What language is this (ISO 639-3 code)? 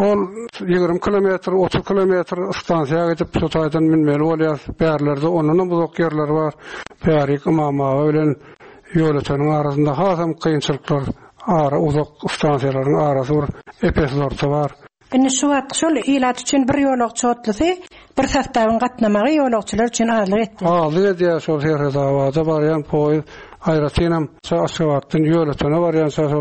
tuk